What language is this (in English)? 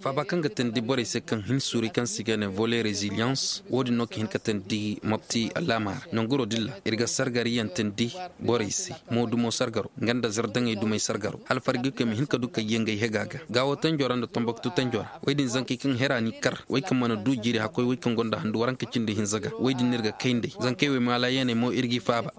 Koyraboro Senni